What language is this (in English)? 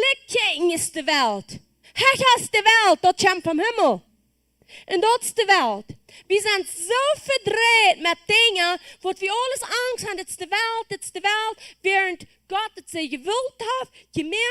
Plautdietsch